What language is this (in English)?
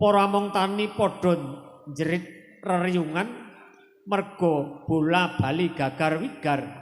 Javanese